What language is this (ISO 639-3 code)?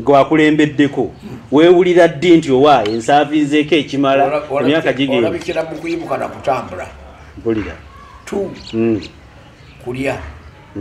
lug